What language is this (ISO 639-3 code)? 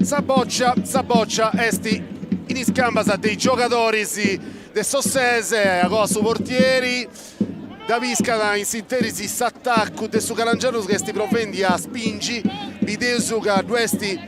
srd